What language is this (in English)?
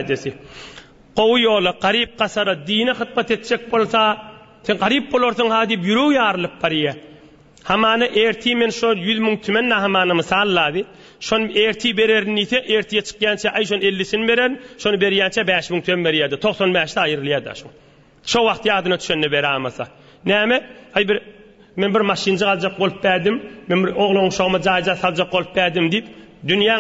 Turkmen